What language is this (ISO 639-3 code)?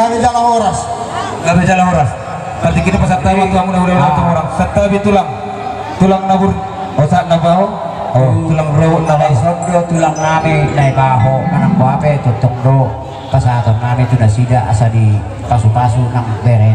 bbc